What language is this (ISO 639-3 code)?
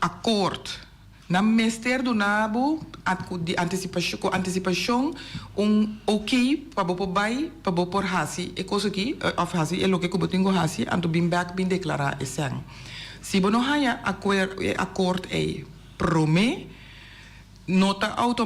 pap